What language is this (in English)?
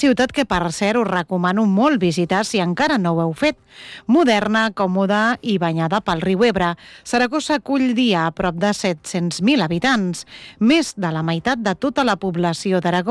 Catalan